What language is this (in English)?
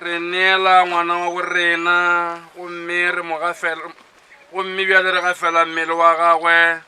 Northern Sotho